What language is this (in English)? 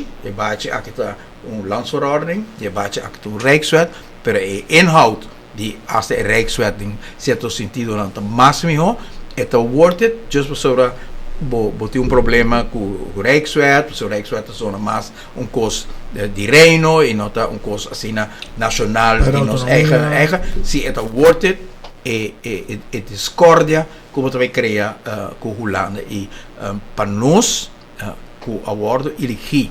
Papiamento